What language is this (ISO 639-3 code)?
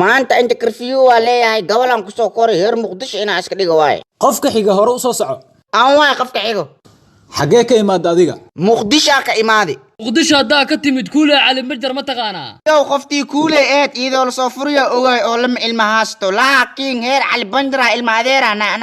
som